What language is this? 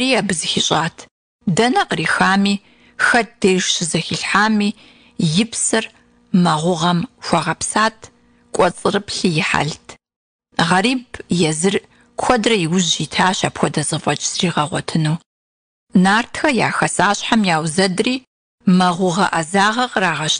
Kabardian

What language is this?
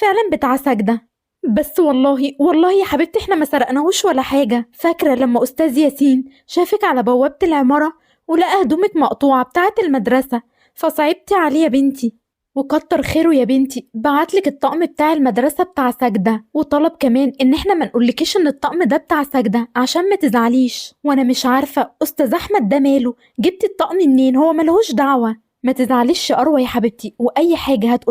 Egyptian Arabic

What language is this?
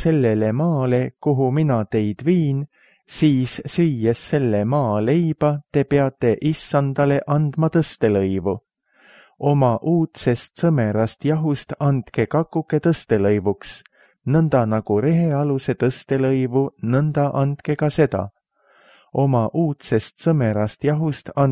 Estonian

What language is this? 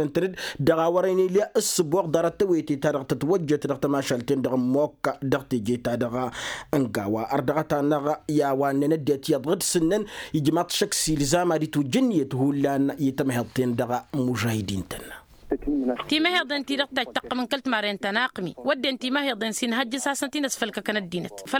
Tamasheq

